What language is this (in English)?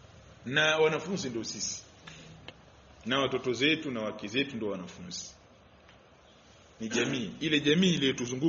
Swahili